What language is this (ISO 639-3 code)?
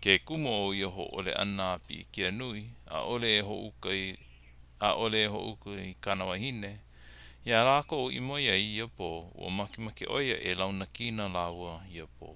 haw